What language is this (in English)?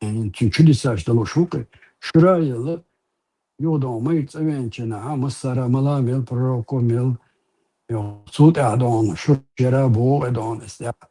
Chechen